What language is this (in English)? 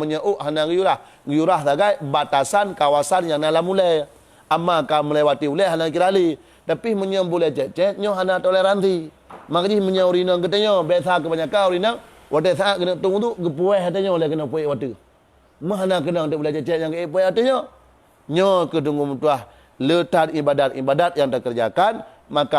Achinese